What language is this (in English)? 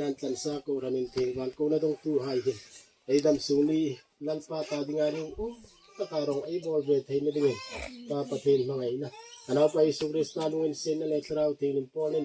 Hmar